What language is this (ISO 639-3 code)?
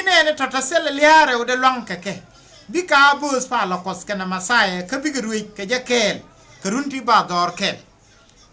nus